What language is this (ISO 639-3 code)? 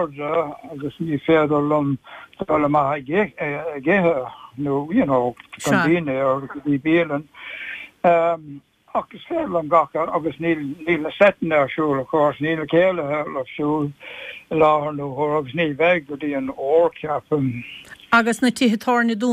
gle